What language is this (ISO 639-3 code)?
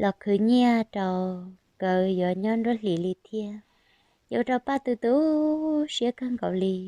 hmn